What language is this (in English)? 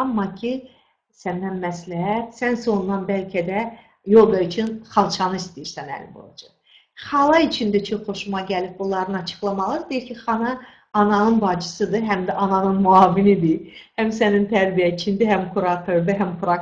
Azerbaijani